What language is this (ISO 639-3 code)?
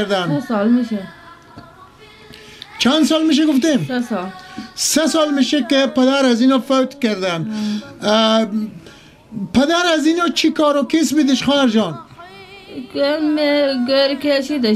fas